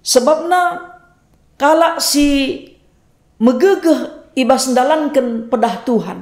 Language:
Batak Karo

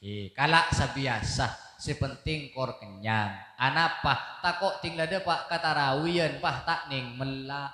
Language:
Madurese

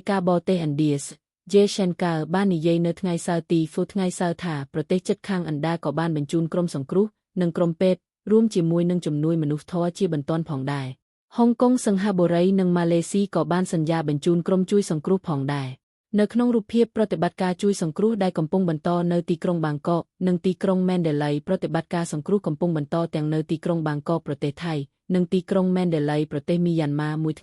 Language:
Khmer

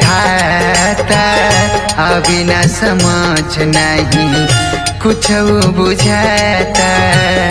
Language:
Bhojpuri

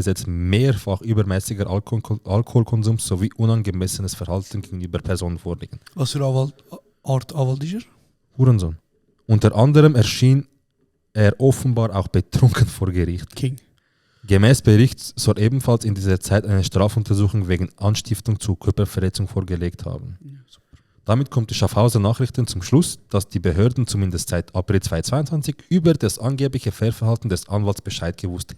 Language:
Swiss German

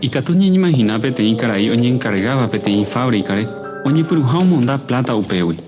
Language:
Guarani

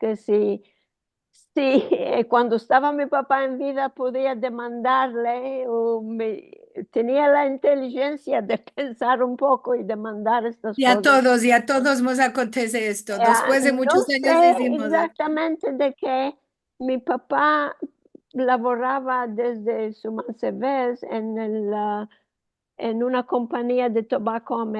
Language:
Ladino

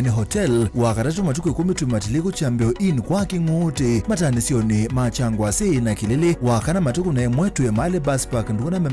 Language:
Kamba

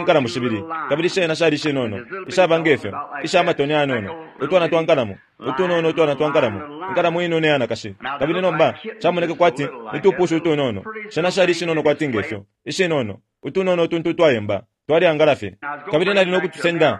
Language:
Bemba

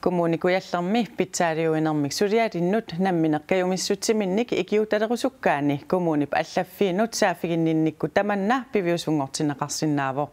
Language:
Kalaallisut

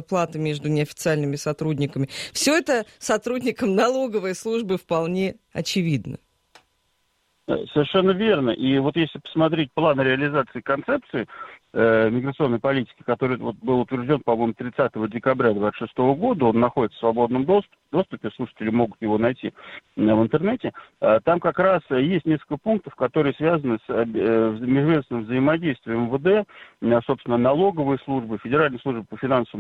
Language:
Russian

